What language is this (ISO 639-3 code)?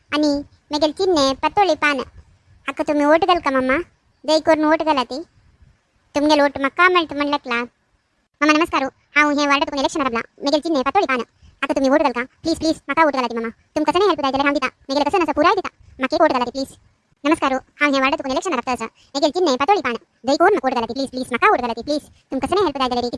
kok